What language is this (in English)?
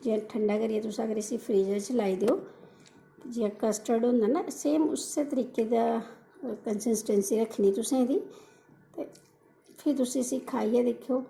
Dogri